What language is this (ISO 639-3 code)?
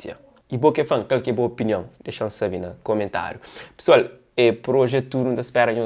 kea